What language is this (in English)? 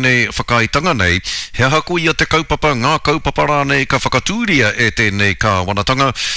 Māori